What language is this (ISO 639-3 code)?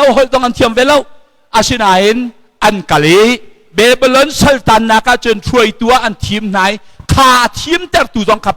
cnh